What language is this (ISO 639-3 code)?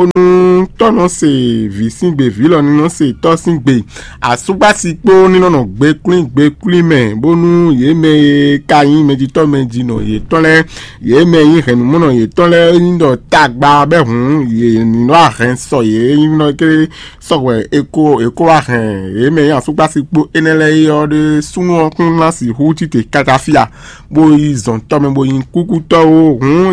fon